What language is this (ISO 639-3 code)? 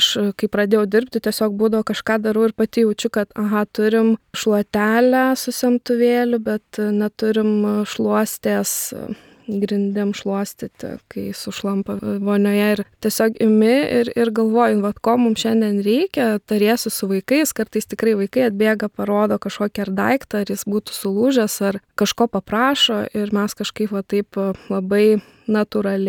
lit